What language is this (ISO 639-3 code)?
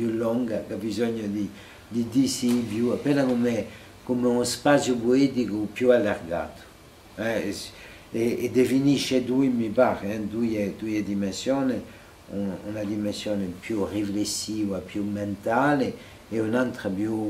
cos